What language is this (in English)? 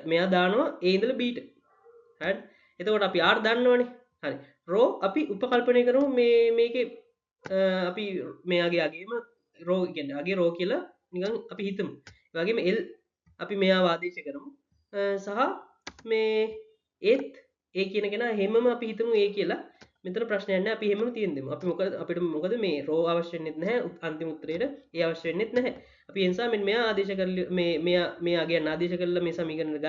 Sinhala